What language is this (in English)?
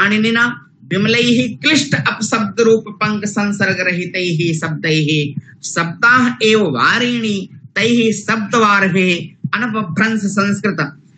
Sanskrit